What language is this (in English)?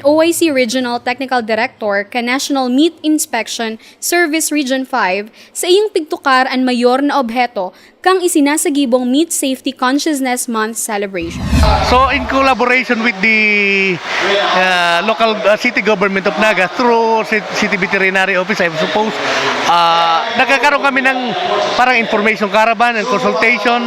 Bikol